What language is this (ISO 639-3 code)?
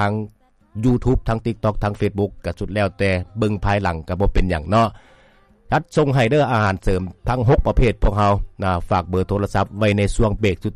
lao